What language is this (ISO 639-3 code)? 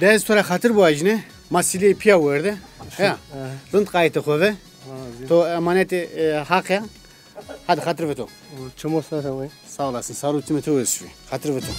zza